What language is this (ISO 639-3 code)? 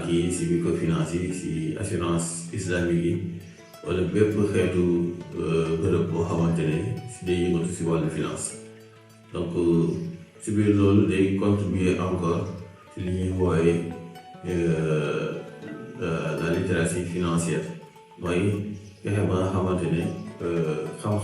wol